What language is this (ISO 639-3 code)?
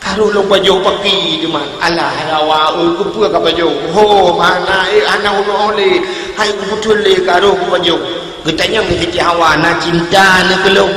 ace